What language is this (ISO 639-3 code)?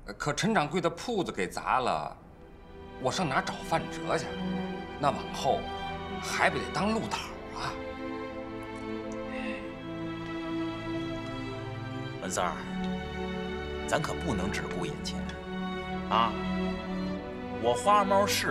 zho